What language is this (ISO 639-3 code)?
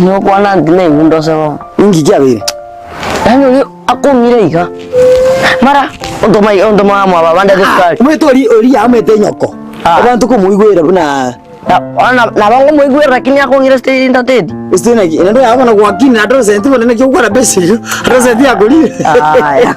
guz